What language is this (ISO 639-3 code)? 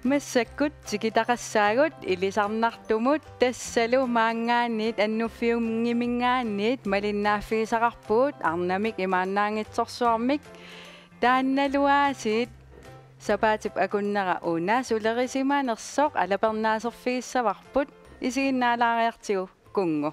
kal